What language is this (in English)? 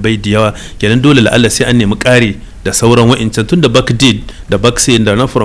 Hausa